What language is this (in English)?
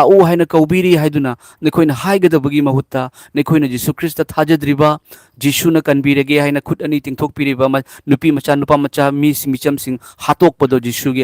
Manipuri